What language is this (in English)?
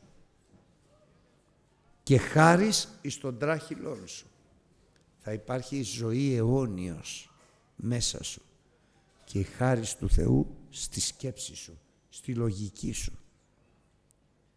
Greek